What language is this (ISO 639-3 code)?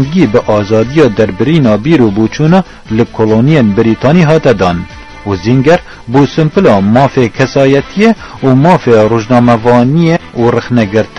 kur